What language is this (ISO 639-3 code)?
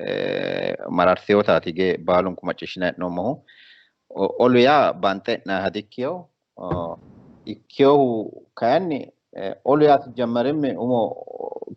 sid